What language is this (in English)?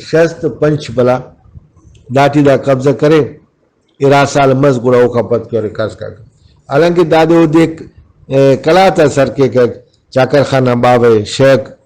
Brahui